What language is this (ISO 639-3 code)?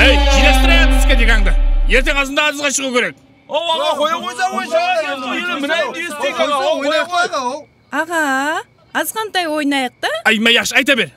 kaa